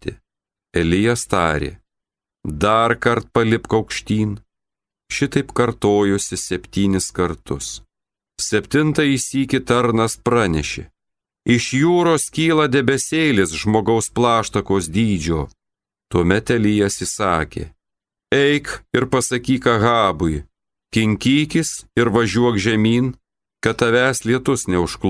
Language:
Lithuanian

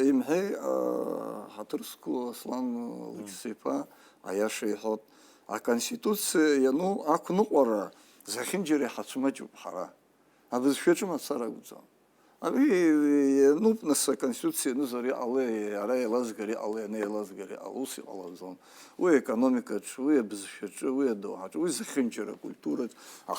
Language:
Abkhazian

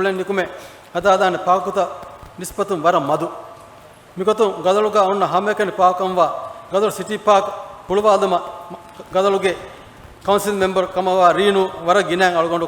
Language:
Divehi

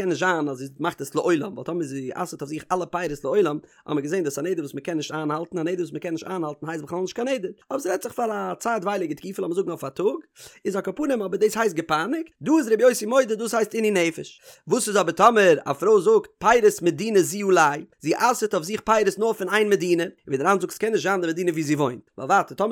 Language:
Yiddish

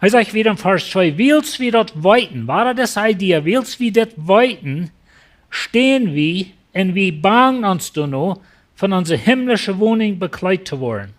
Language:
Plautdietsch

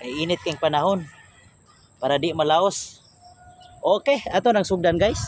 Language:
Cebuano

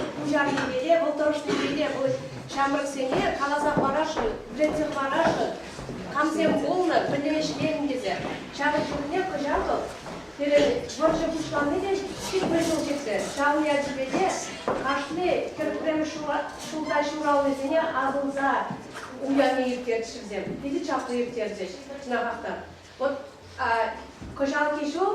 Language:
Chuvash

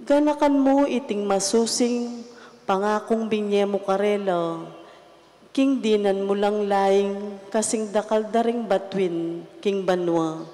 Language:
Pampanga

